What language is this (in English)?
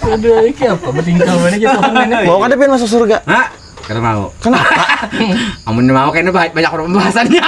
Banjar